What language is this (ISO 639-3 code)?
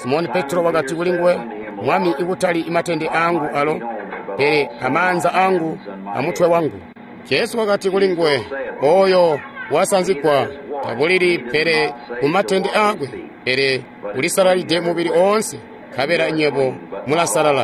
toi